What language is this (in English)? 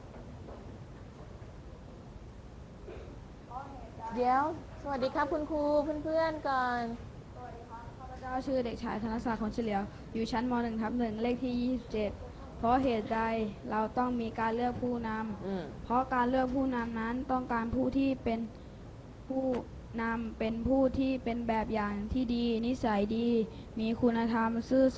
Thai